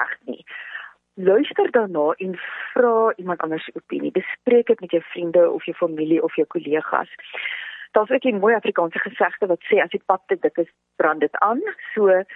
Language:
Afrikaans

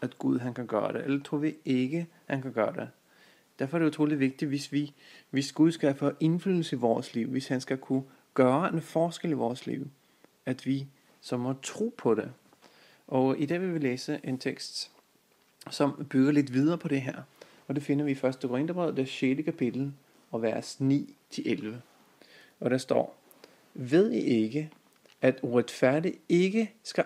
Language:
Danish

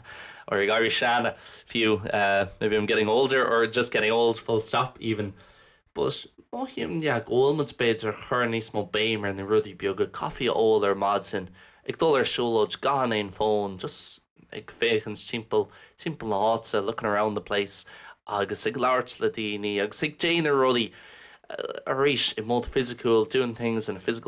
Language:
Irish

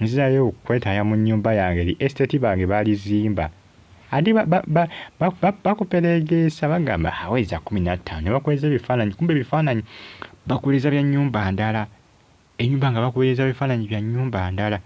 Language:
Ganda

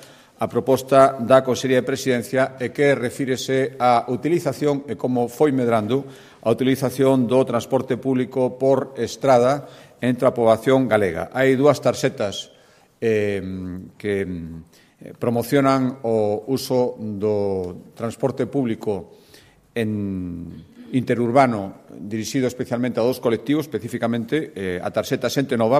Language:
Galician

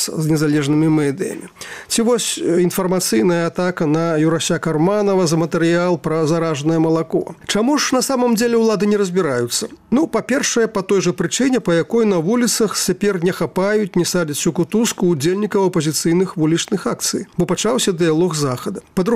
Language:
Belarusian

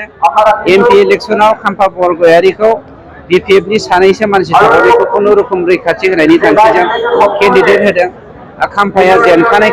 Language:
Bodo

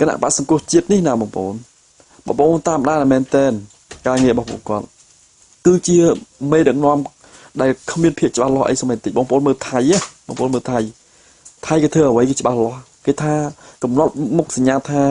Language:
Khmer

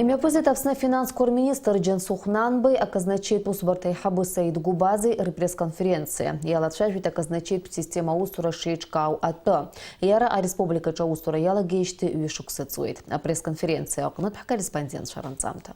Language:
Abkhazian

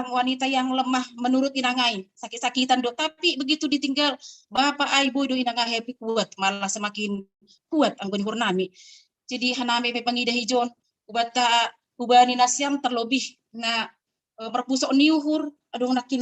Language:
Batak Simalungun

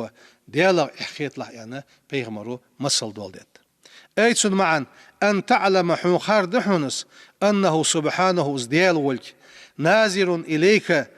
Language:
Ingush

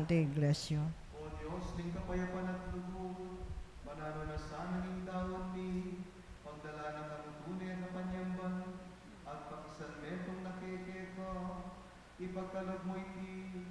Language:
Pampanga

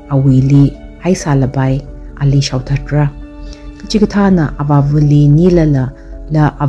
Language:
Tangkhul Naga (India)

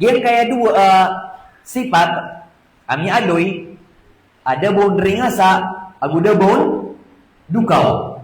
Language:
Maranao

